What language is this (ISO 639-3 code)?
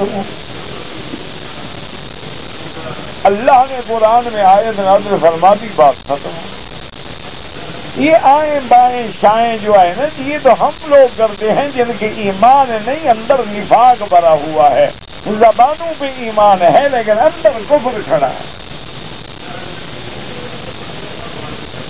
urd